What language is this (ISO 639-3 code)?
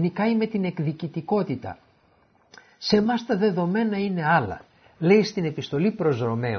ell